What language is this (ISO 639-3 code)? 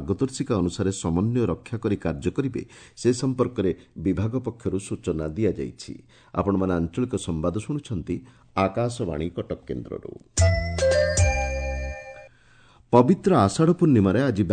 ori